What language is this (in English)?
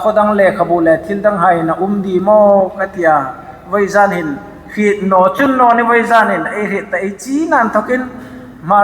Hmar